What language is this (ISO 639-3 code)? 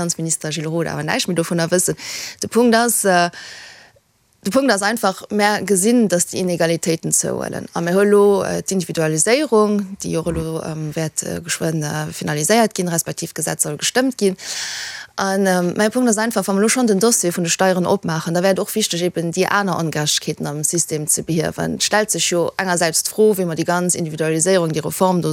ltz